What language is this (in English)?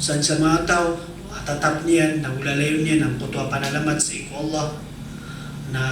Maranao